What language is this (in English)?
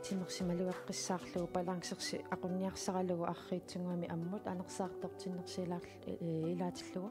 Kalaallisut